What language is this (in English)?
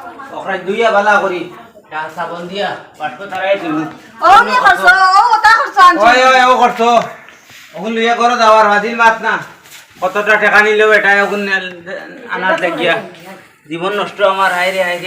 Sylheti